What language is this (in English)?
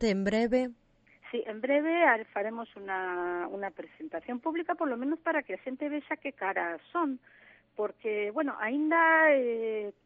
Galician